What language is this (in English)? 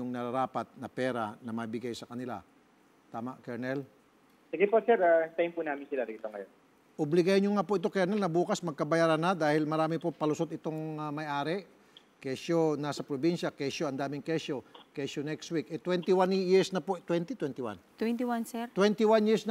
Filipino